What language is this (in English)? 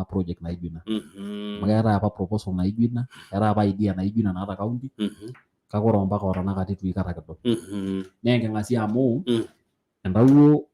Masai